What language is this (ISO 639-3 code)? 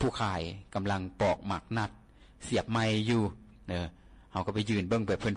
lao